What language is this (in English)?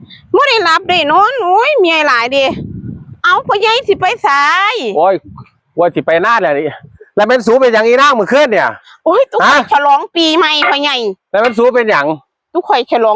Northeastern Thai